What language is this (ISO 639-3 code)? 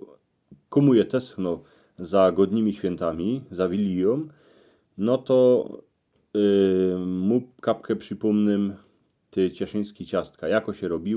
szl